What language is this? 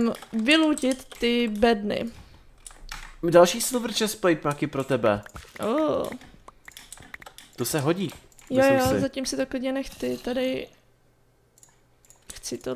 Czech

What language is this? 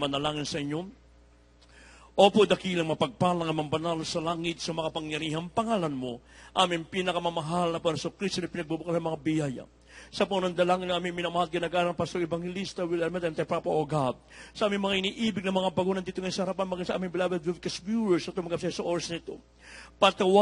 Filipino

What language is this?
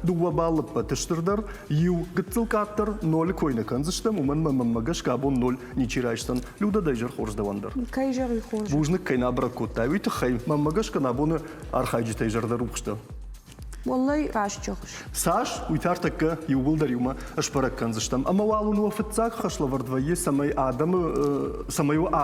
Ossetic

